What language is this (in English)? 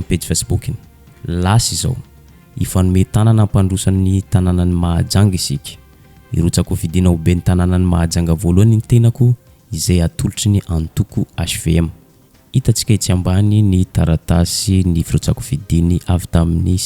Malagasy